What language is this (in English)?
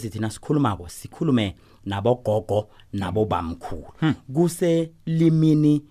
South Ndebele